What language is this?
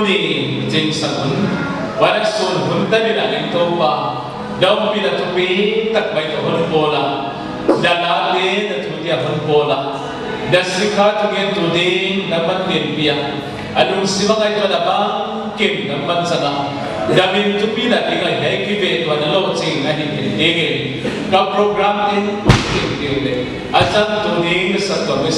Paite Chin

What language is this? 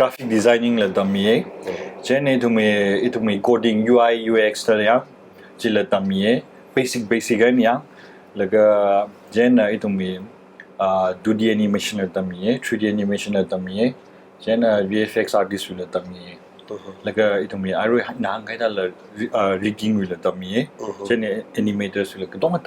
Tangkhul Naga (India)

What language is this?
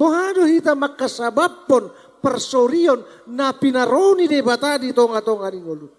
Batak Toba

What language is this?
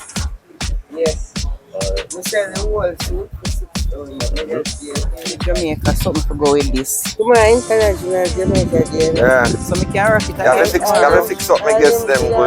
Jamaican Creole English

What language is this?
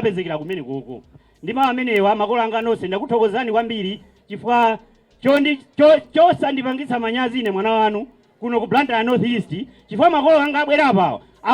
Nyanja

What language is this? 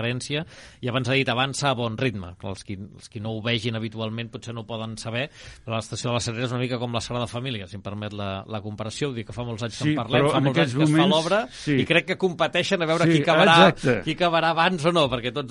Catalan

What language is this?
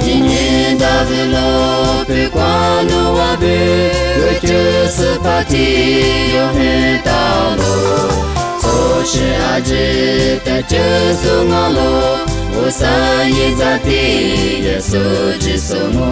Lisu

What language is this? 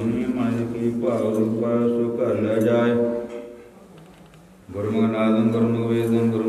Punjabi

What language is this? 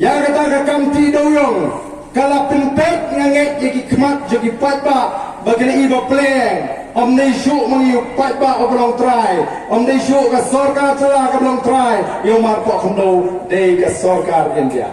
Khasi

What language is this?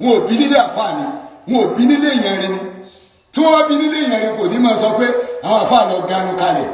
Yoruba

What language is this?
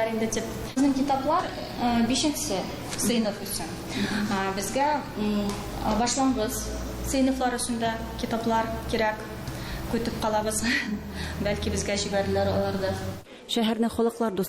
Tatar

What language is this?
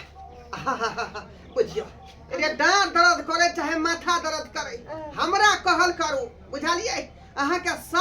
Maithili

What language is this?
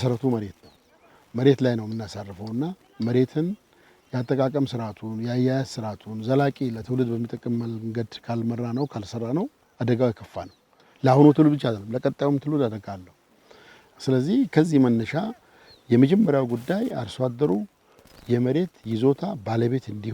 Amharic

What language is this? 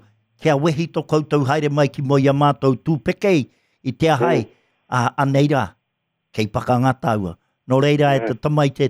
Māori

